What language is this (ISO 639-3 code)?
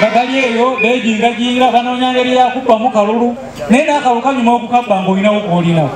lug